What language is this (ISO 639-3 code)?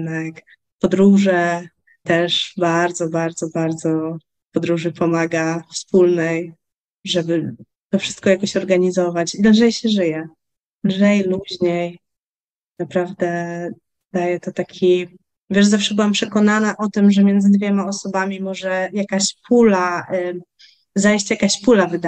pol